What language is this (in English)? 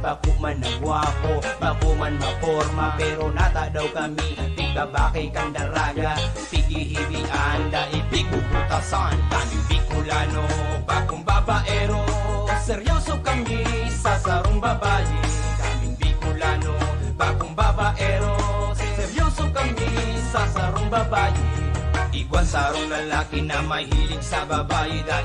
Bikol